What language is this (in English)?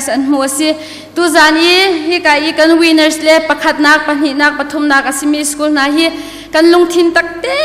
Hakha Chin